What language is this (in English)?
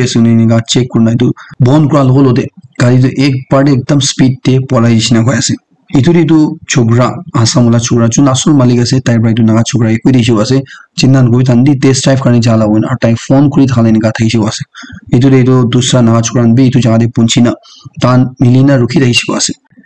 Naga Pidgin